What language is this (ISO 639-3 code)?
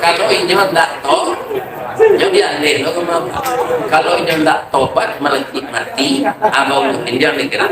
min